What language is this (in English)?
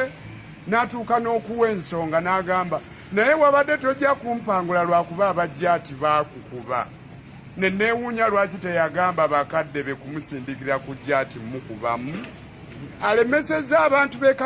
Ganda